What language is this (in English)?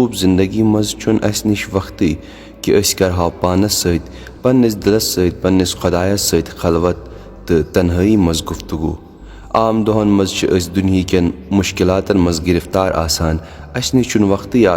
Kashmiri